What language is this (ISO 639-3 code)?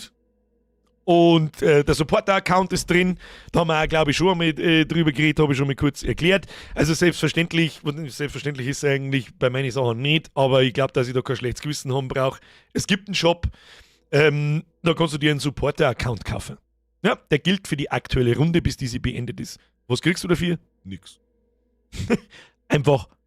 bar